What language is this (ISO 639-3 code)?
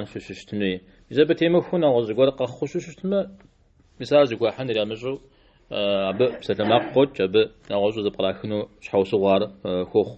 kbd